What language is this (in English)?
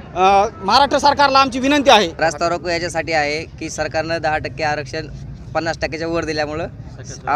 Marathi